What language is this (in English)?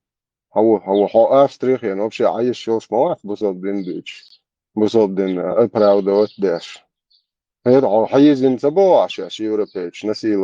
Chechen